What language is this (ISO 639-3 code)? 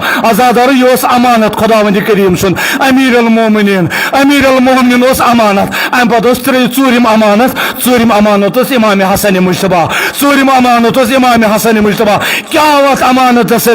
kas